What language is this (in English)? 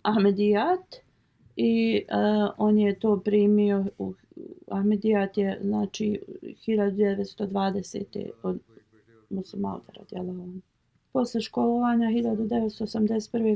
Bosnian